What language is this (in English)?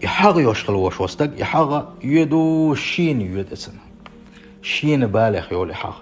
Chechen